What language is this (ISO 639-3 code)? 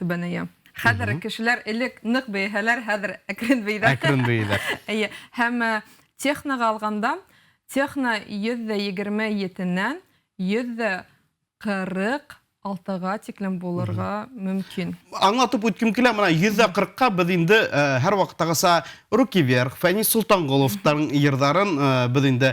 bak